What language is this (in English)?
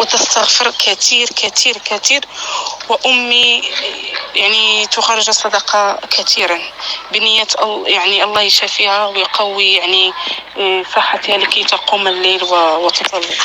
North Levantine Arabic